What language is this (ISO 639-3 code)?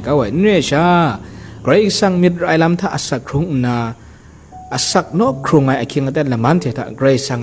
kac